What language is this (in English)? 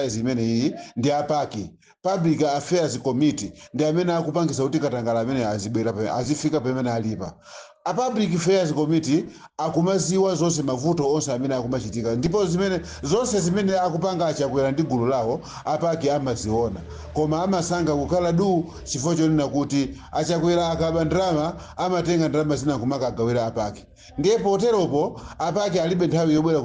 Nyanja